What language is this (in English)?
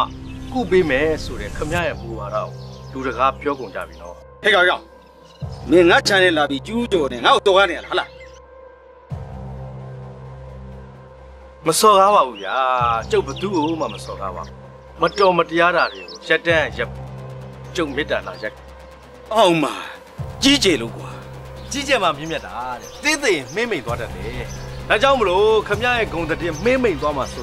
Burmese